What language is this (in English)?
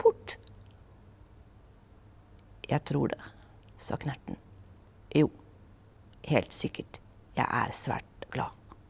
Norwegian